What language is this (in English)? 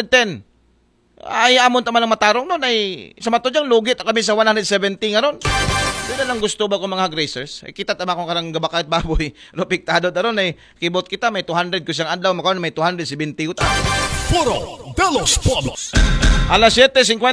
Aklanon